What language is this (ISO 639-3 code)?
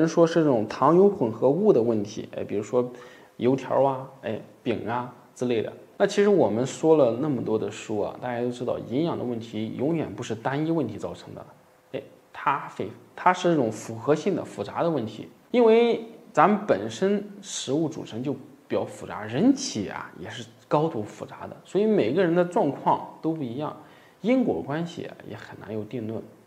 zho